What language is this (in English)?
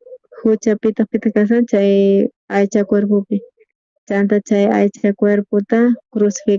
South Bolivian Quechua